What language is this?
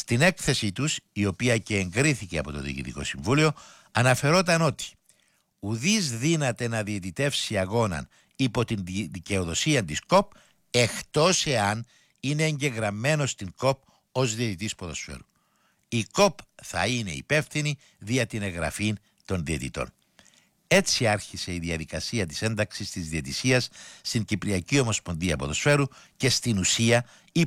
Greek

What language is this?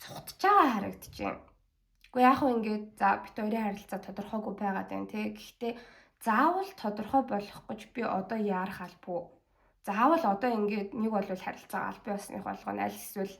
Mongolian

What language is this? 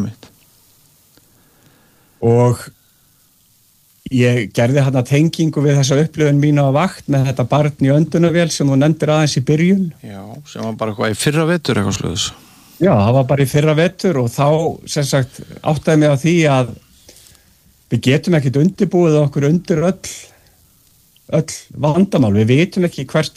Icelandic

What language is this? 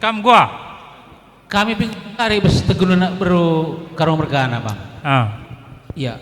Batak Karo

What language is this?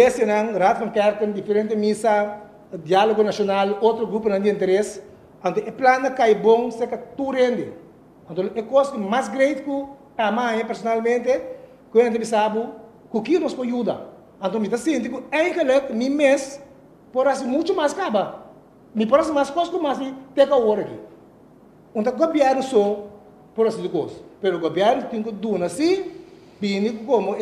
Papiamento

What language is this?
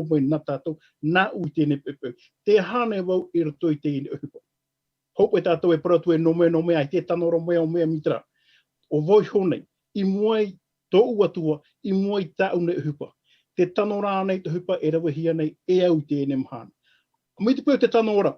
Tahitian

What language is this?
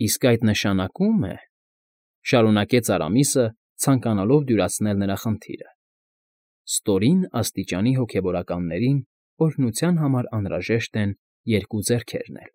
Armenian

